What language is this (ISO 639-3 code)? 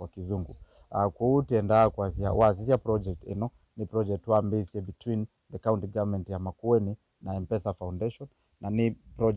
kam